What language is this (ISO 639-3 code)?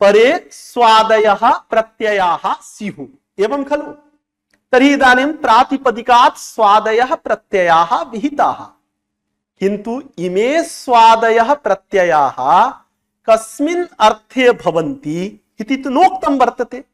san